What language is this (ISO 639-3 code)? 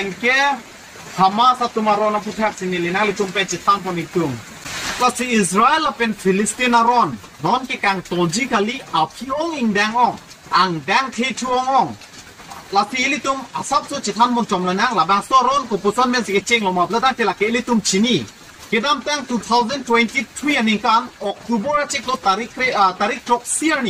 mjw